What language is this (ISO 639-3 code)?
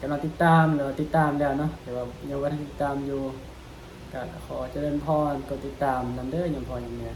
tts